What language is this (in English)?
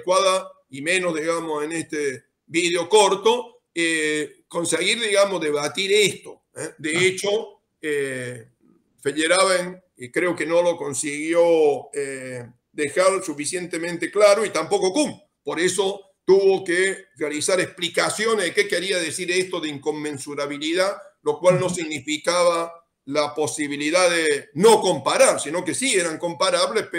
Spanish